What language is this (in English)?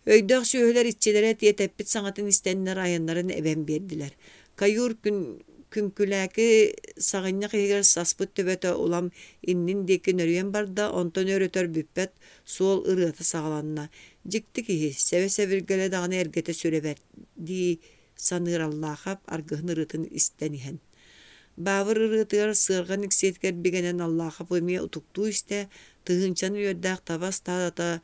Yakut